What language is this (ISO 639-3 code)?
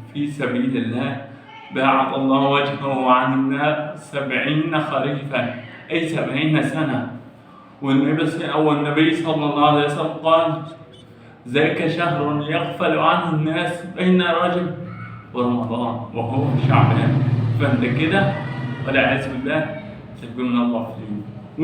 arz